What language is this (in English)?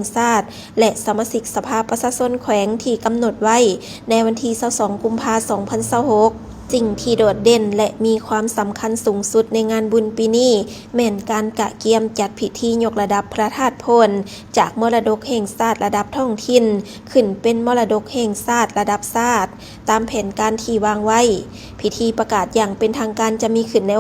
Lao